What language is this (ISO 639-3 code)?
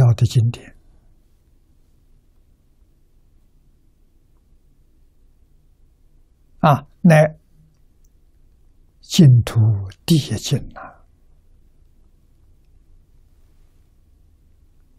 zho